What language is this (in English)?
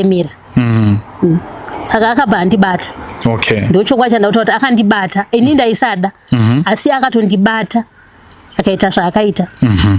Shona